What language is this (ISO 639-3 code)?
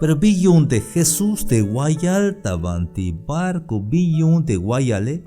tzh